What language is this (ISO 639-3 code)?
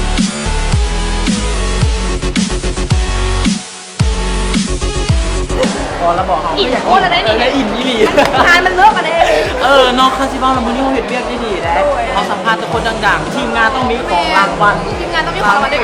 lao